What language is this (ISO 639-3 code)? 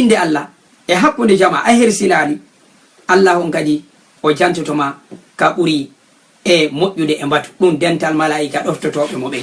ful